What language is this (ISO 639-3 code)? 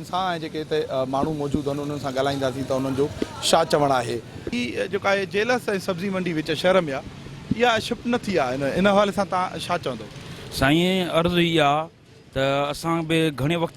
snd